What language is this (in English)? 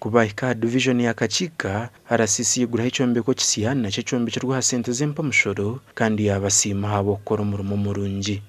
Nyankole